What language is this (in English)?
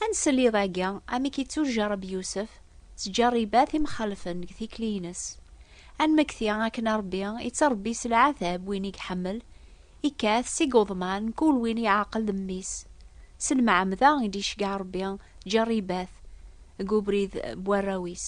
Kabyle